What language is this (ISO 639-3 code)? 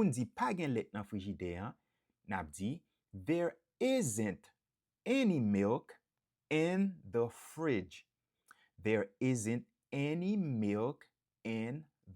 hat